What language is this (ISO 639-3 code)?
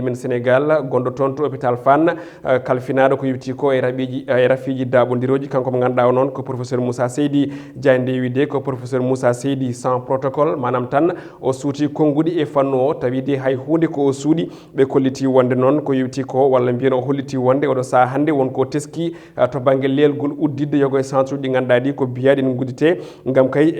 ful